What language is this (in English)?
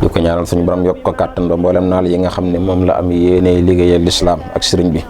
Wolof